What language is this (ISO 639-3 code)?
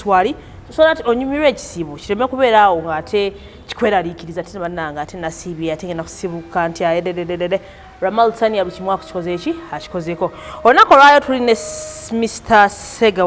lug